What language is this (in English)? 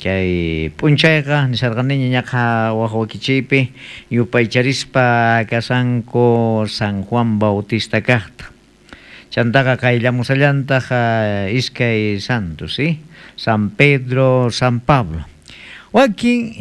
South Bolivian Quechua